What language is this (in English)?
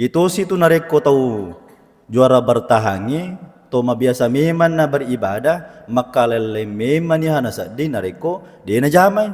Buginese